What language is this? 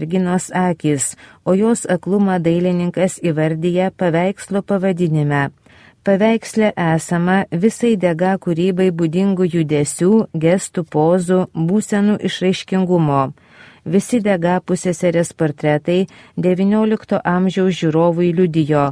Lithuanian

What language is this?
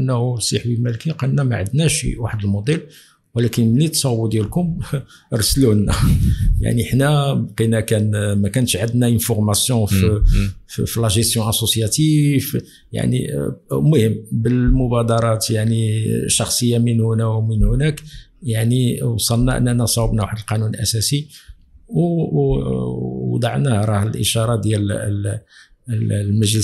Moroccan Arabic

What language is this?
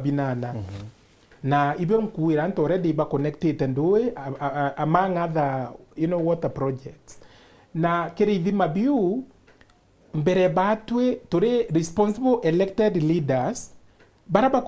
Meru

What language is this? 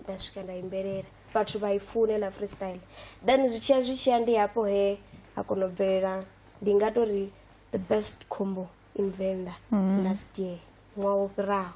Venda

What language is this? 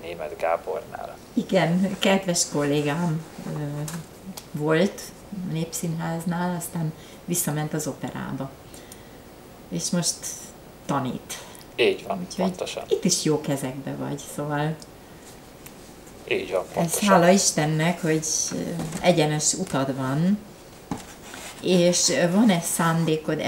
Hungarian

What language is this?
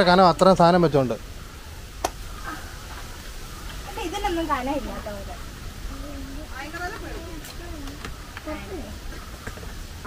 Malayalam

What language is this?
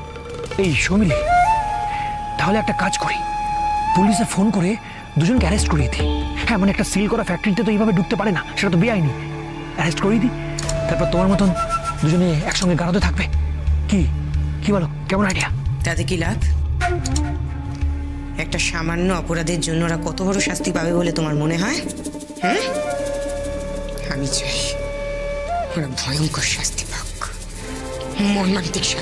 Bangla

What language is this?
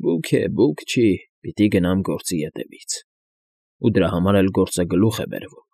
Armenian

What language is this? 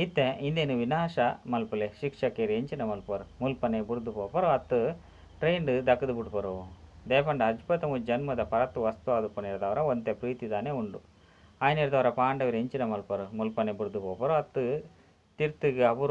Tulu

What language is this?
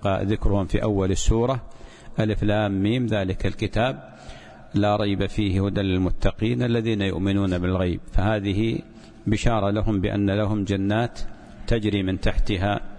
Arabic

